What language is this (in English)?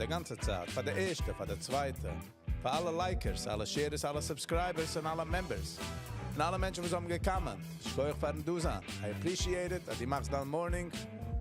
Yiddish